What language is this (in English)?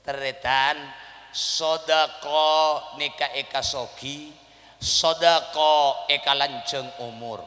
Madurese